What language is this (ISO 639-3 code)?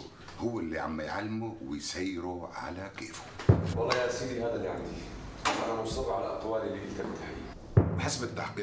apc